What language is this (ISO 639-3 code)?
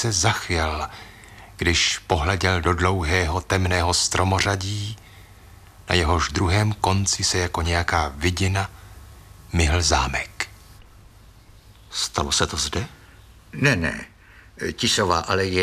ces